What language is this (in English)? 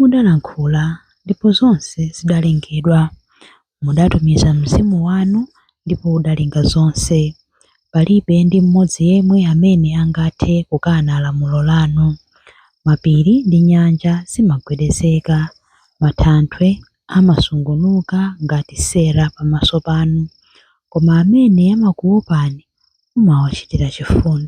Nyanja